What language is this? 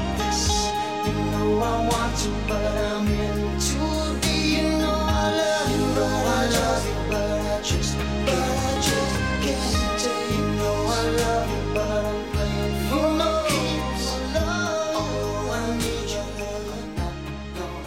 English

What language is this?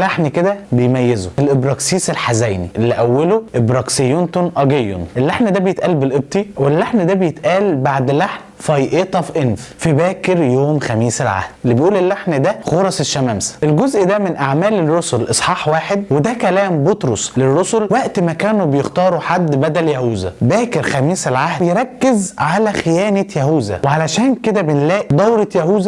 Egyptian Arabic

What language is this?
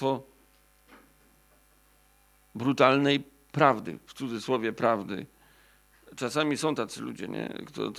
Polish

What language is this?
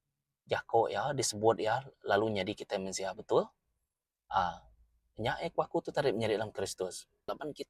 Iban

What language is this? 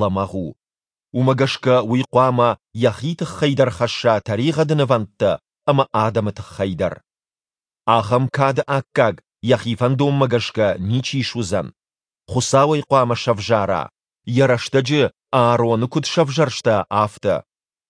Ossetic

